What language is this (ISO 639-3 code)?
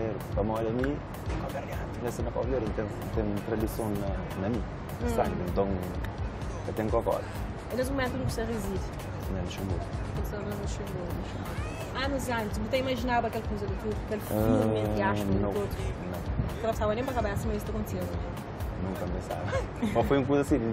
kea